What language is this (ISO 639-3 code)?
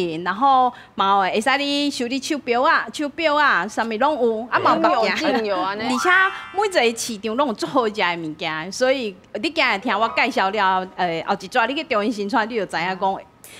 nan